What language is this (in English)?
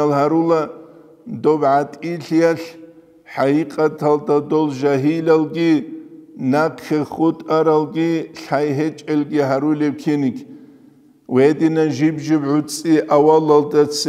Avaric